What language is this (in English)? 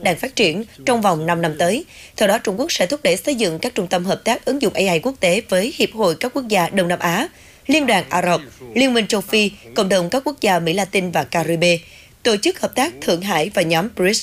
Vietnamese